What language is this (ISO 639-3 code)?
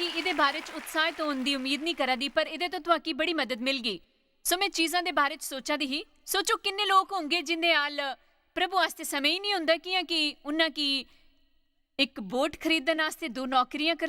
doi